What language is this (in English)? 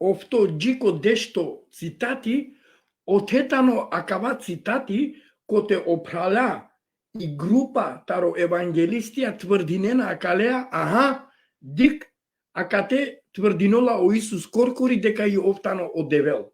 Balkan Romani